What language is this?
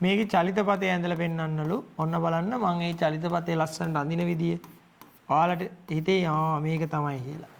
Sinhala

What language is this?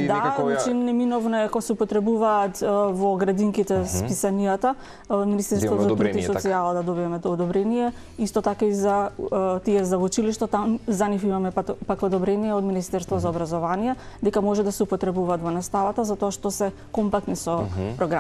Macedonian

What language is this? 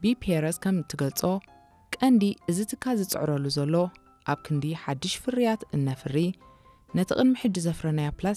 Tigrinya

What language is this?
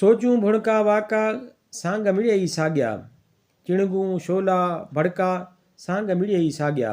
Sindhi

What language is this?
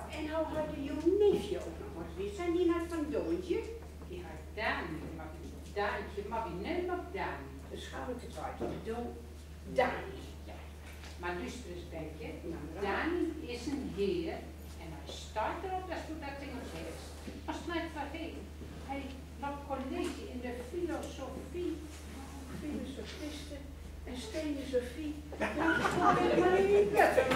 Gronings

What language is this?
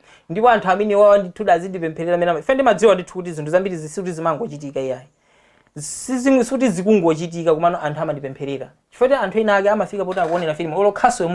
Nyanja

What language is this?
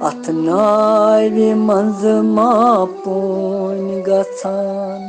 Kashmiri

